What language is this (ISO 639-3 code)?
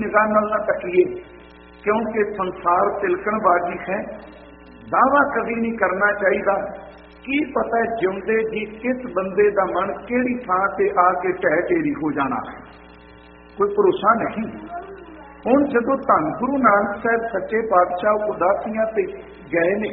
pan